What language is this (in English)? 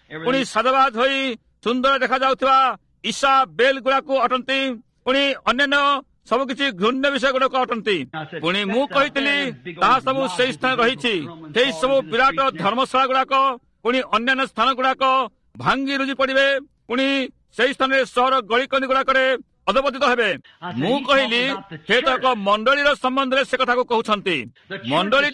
Odia